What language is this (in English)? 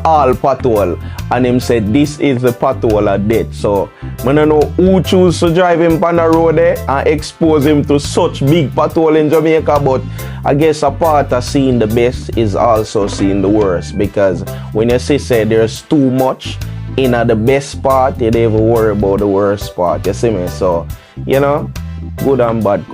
Jamaican Creole English